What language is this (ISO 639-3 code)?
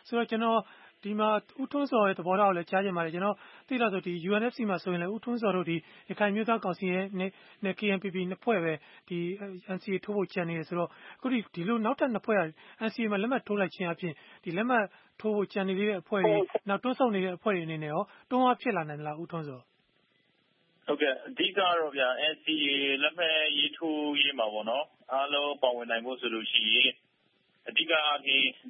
mya